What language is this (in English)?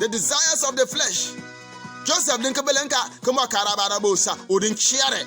Bimoba